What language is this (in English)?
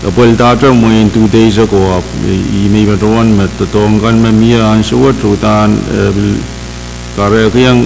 Pohnpeian